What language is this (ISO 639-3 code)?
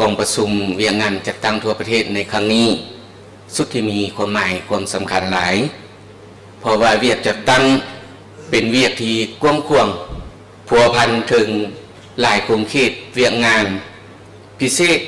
lao